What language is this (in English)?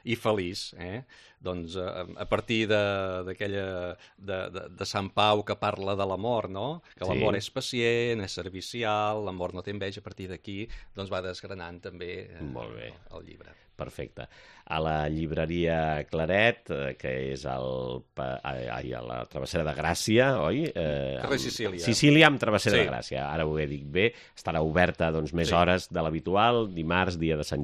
Catalan